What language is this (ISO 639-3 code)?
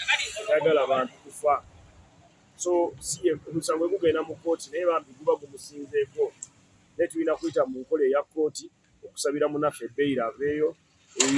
lug